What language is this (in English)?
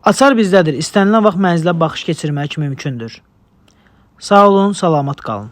Azerbaijani